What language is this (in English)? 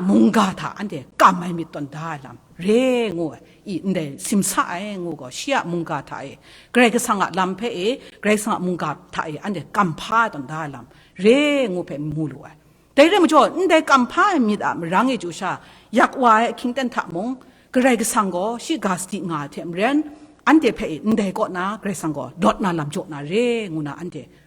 Kachin